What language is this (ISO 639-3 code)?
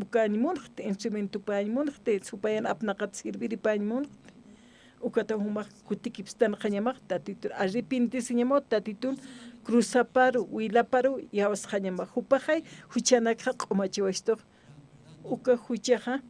aym